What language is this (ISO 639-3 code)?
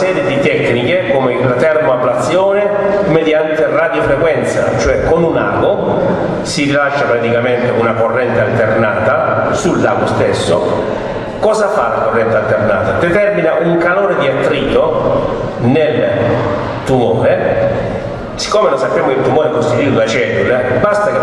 ita